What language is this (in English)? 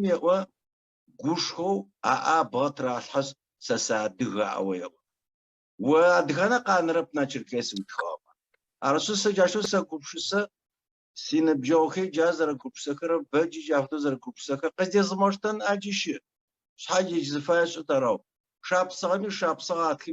Adyghe